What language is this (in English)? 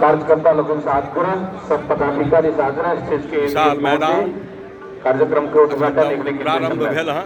Maithili